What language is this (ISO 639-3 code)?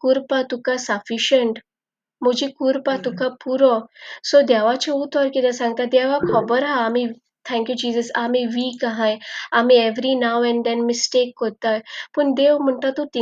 kok